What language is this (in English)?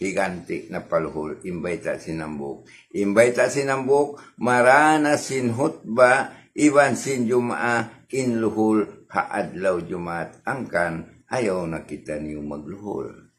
Tausug